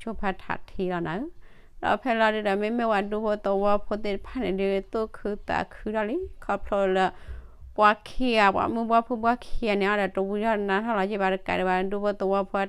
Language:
S'gaw Karen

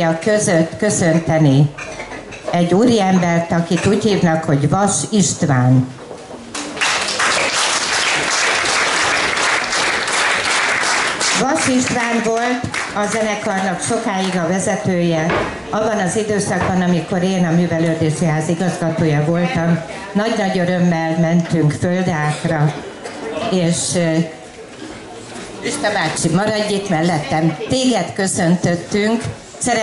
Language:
Hungarian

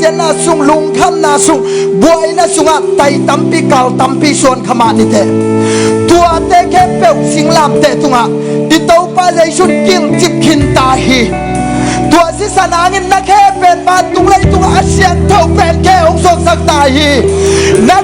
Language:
Tedim Chin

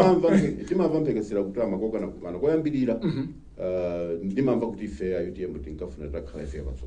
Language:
Nyanja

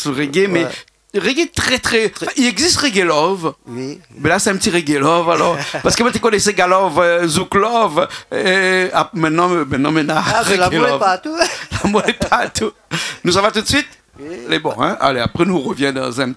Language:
Réunion Creole French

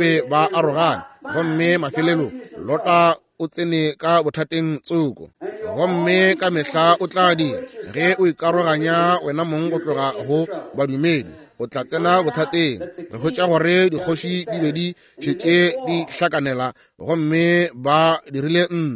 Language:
Northern Sotho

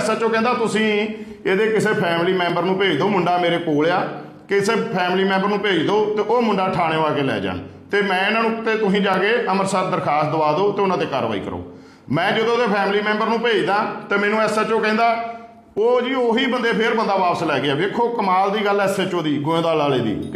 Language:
Punjabi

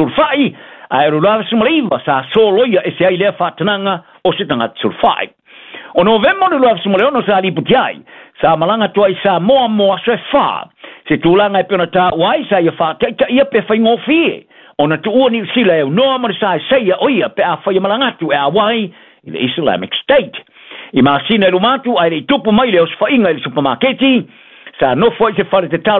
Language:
Samoan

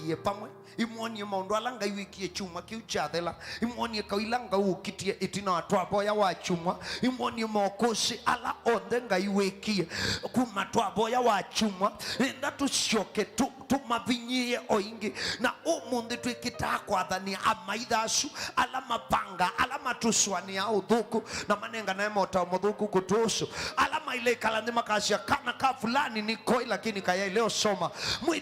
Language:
Kamba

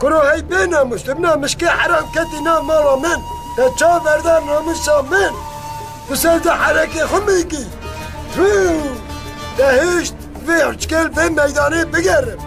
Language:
Kurdish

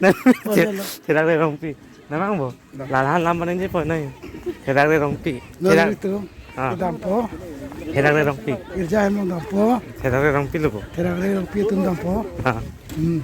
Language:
Karbi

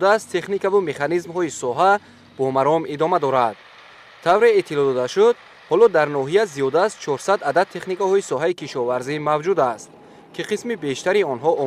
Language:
Tajik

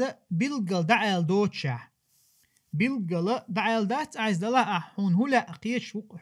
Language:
Chechen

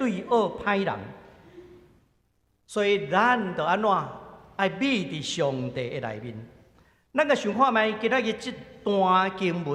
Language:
Min Nan Chinese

